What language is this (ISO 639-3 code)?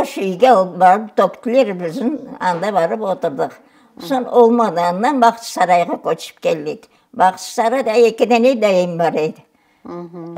crh